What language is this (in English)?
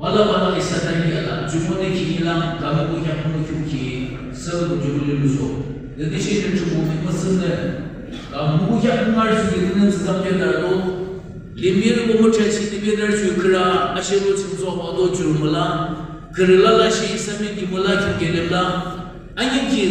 Yimchungru Naga